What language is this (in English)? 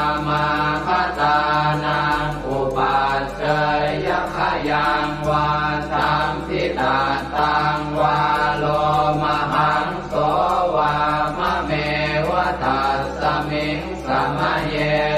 Pali